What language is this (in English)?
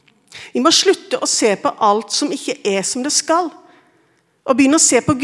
Norwegian